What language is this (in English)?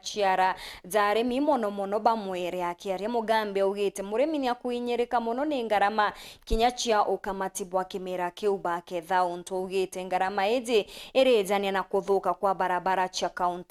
Meru